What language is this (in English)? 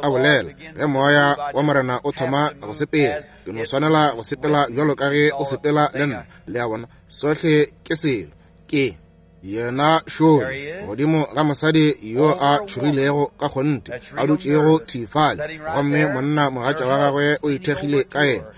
Northern Sotho